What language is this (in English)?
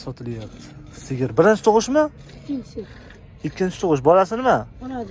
Uzbek